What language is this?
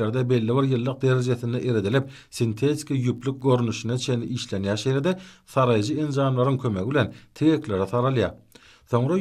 Turkmen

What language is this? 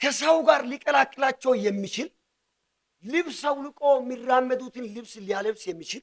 Amharic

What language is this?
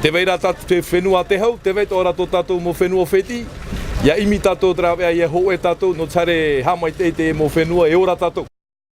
Tahitian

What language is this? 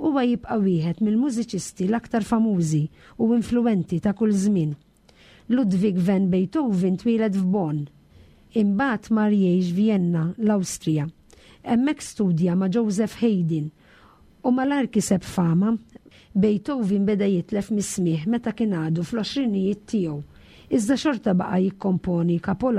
Maltese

